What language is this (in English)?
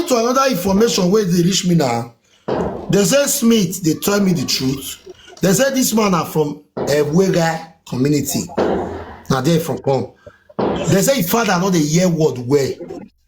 Nigerian Pidgin